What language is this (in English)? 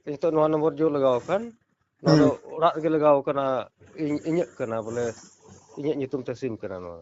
Santali